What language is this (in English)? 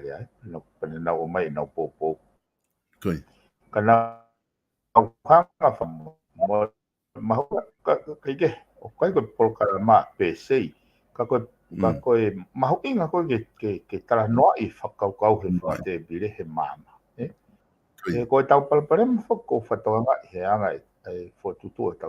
Tongan